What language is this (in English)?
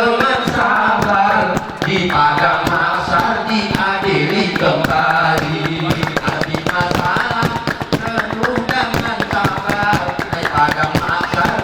Gayo